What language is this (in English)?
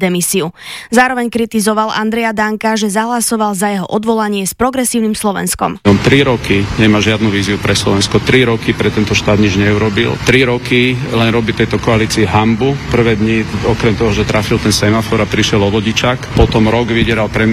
Slovak